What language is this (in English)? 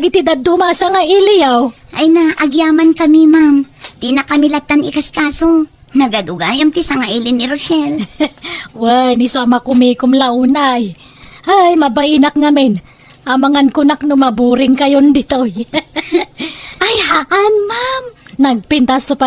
Iloko